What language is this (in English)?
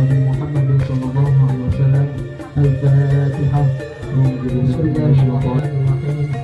Betawi